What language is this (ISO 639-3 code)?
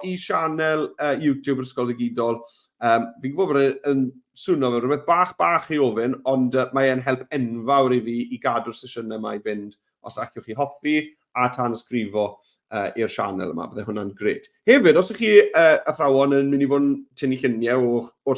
cym